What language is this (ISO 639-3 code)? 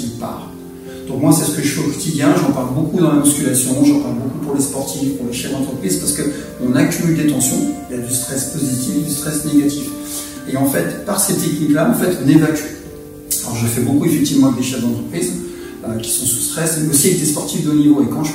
fra